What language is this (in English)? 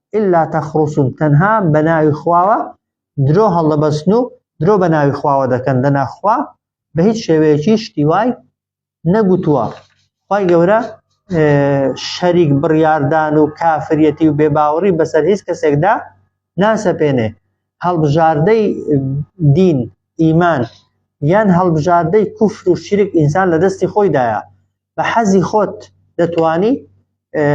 Central Kurdish